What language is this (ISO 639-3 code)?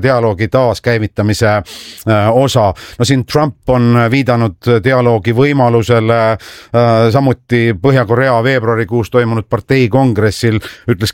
est